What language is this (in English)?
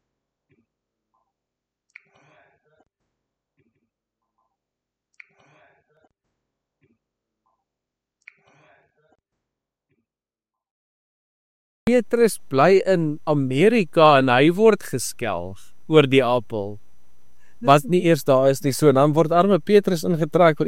Afrikaans